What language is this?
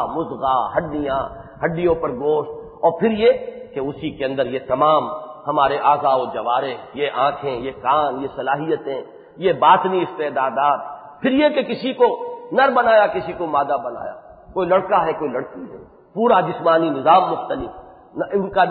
Urdu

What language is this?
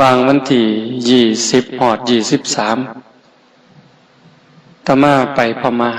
Northeastern Thai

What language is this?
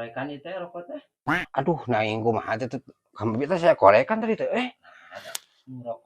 Sundanese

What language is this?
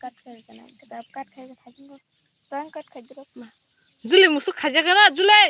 Kok Borok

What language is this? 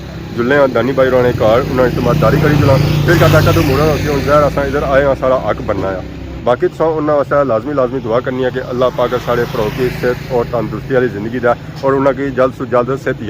Pahari-Potwari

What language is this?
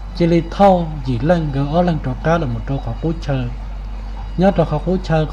Hmong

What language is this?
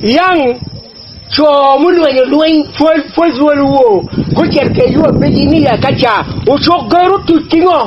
Acoli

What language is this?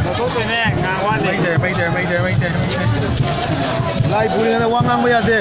Manipuri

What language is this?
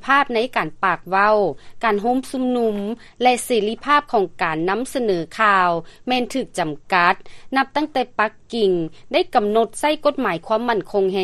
Lao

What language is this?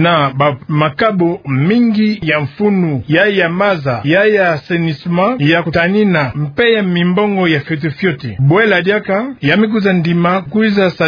Kituba (Democratic Republic of Congo)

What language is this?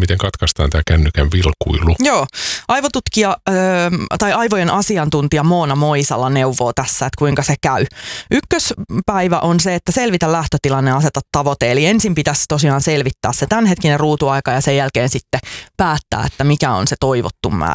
Finnish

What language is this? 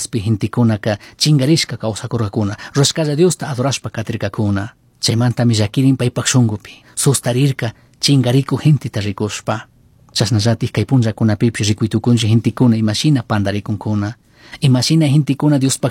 Chimborazo Highland Quichua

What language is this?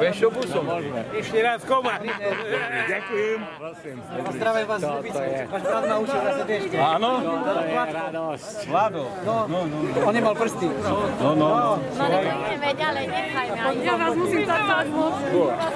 Slovak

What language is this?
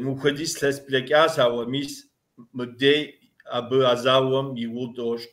Kabardian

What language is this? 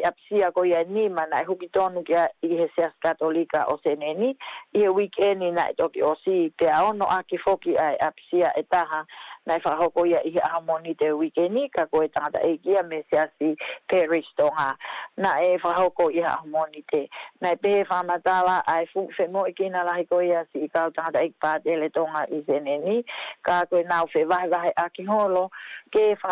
Tongan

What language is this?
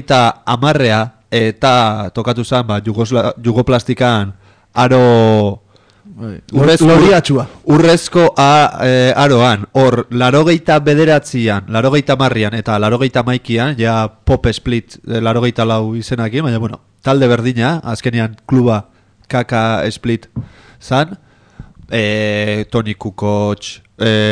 Basque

